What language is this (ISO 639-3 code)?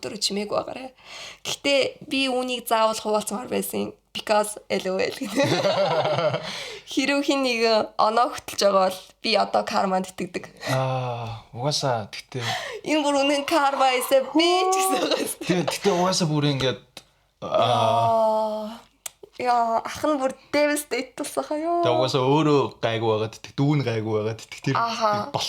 mon